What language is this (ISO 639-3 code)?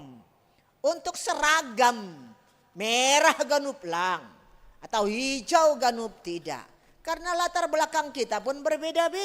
bts